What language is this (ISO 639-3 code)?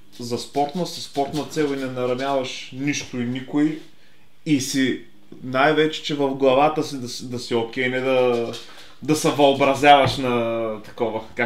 bul